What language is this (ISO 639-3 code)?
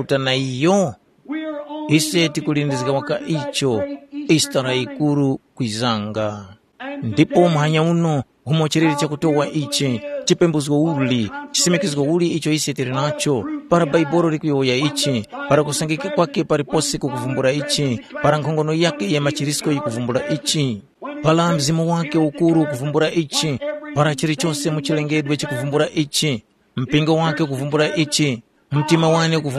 tum